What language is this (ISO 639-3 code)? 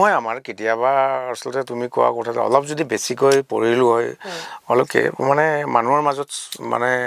asm